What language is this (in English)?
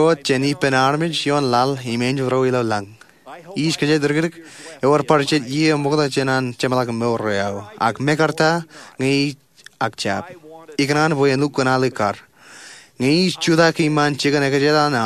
Marshallese